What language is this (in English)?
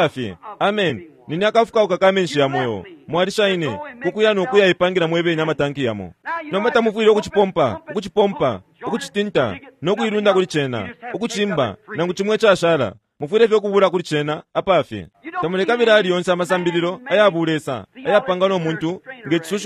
Bemba